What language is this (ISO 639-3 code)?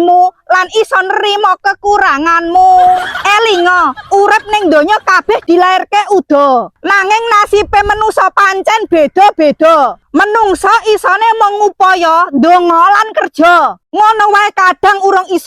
jav